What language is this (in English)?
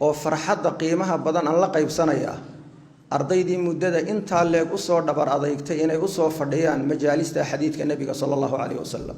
Somali